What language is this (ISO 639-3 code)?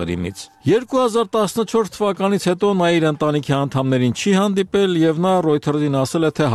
hye